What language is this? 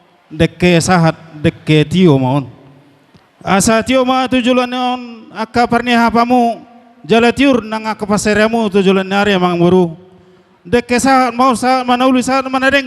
Batak Toba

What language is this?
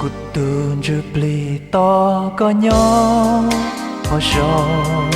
Hmong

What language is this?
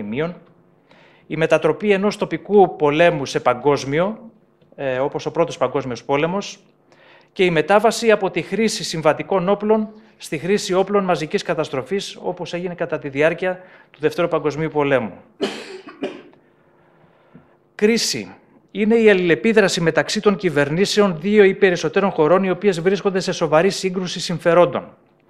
Greek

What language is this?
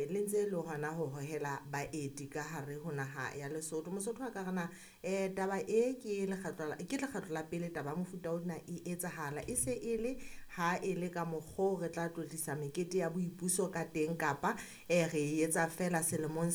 Southern Sotho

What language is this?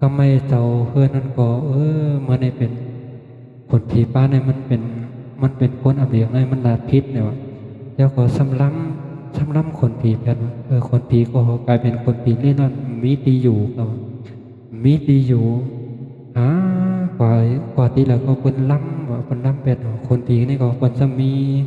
Shan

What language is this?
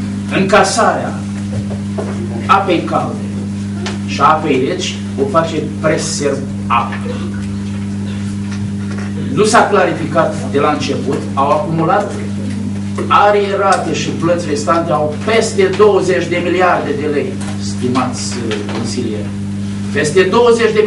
Romanian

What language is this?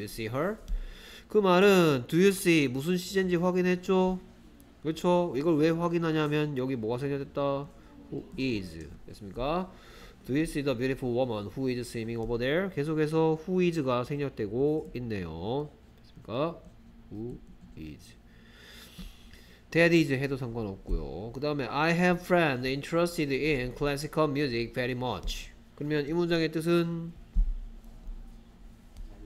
Korean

